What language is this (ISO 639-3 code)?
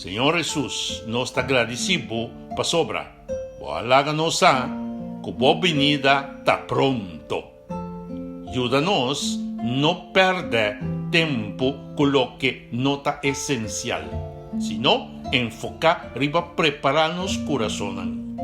pap